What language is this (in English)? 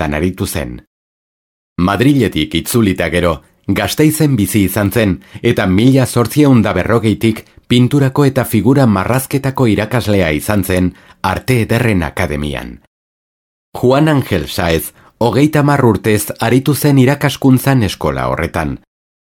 Basque